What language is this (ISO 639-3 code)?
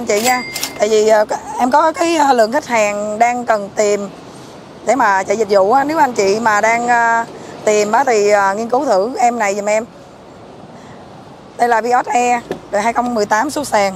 vie